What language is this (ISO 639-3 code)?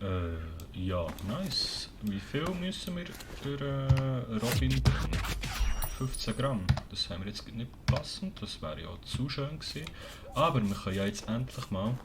gsw